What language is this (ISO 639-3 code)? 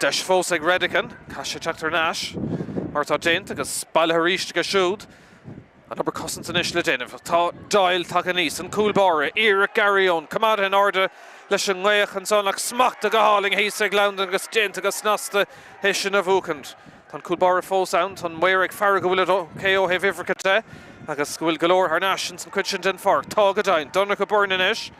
gle